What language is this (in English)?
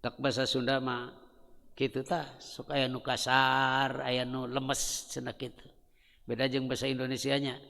Sundanese